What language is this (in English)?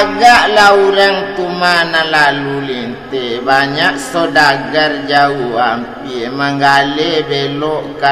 Minangkabau